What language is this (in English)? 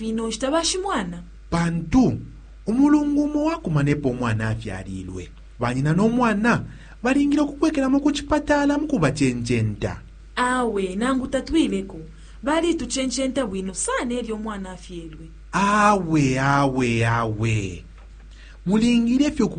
Bemba